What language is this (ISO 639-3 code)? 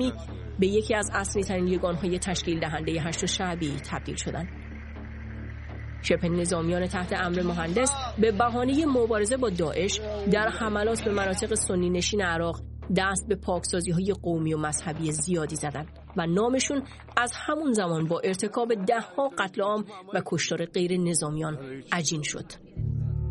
fas